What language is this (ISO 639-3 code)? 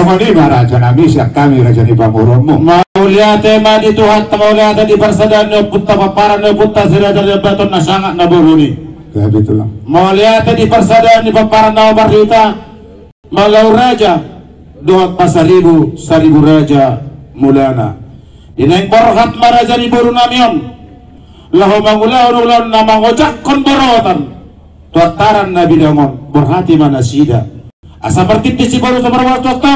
bbc